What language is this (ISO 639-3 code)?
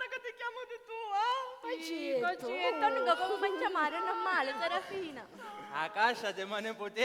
scn